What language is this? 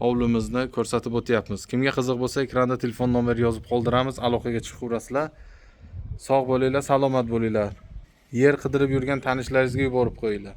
Uzbek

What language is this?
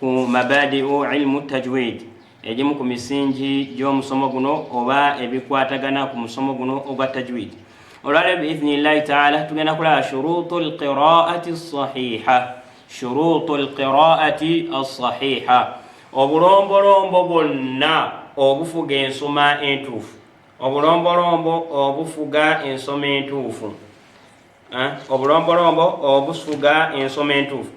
Ganda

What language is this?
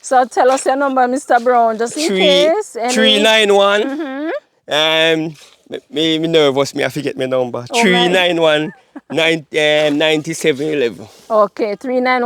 Jamaican Creole English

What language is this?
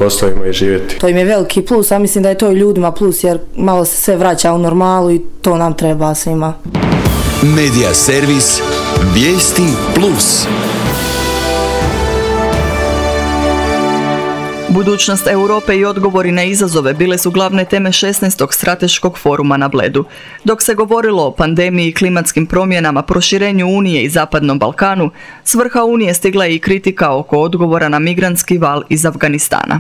Croatian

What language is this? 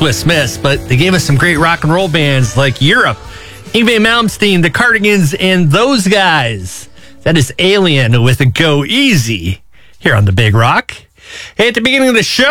English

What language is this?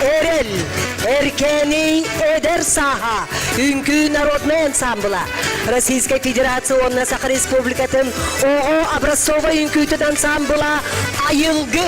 Yakut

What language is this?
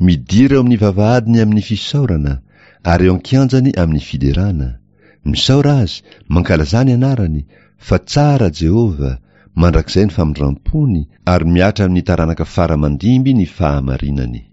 Malagasy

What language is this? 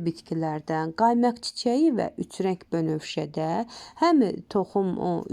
Azerbaijani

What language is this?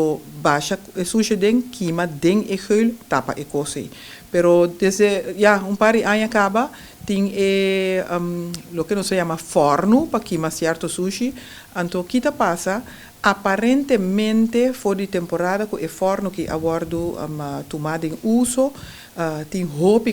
Papiamento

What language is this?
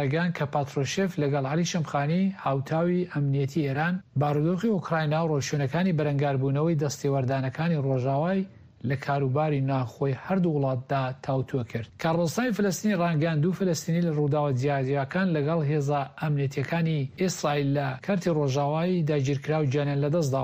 Central Kurdish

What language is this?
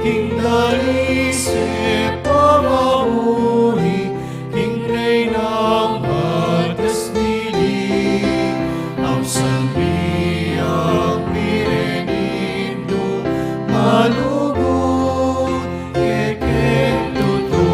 Pampanga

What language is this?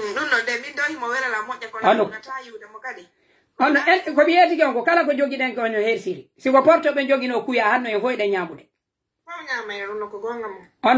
Pular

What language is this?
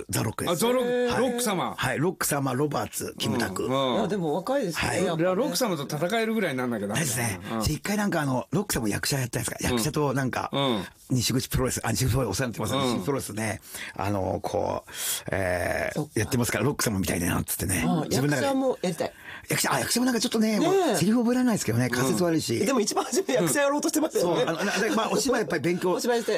Japanese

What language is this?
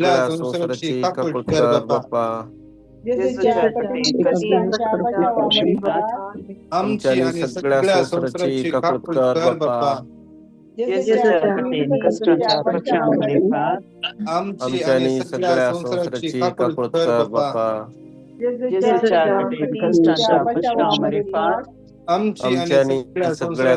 Konkani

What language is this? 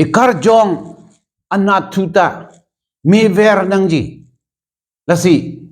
Karbi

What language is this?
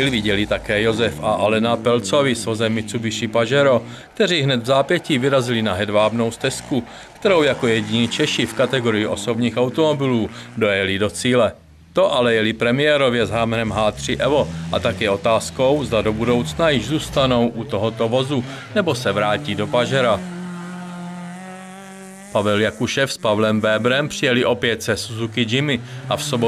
Czech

